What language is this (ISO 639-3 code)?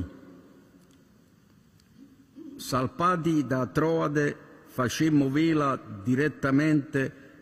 ita